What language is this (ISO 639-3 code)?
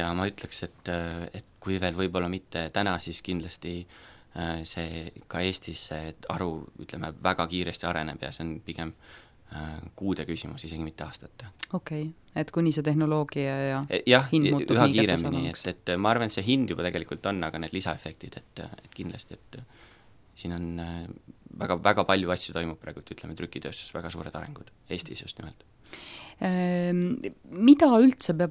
est